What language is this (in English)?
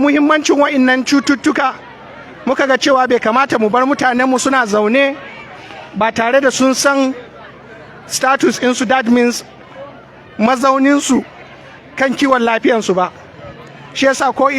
Hausa